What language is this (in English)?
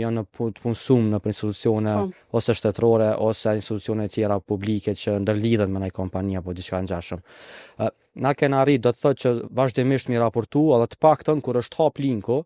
Albanian